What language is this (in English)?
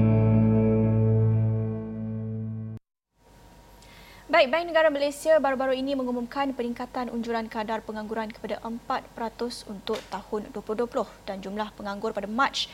Malay